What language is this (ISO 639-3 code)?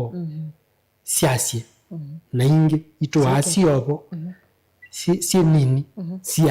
kam